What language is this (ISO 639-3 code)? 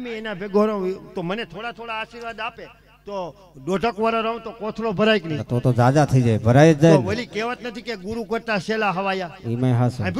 guj